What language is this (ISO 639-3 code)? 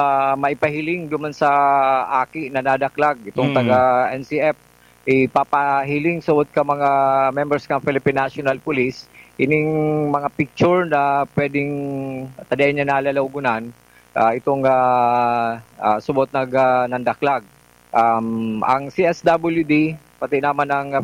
bik